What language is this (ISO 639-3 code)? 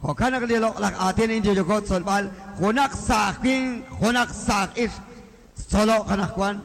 kek